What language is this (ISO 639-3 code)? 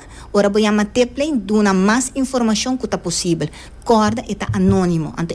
pap